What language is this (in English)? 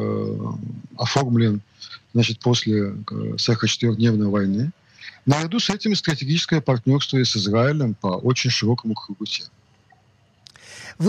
Russian